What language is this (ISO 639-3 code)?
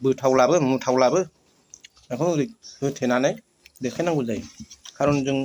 brx